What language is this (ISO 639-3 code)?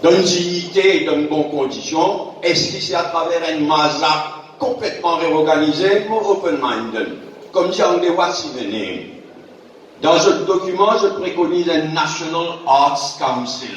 mfe